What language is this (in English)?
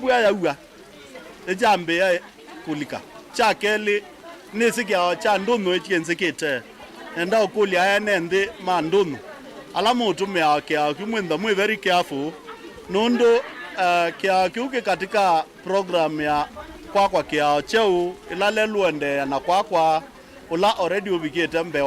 Kamba